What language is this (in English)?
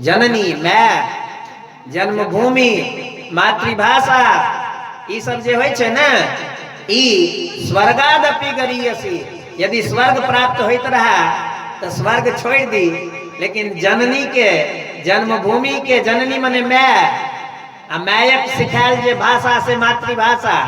Maithili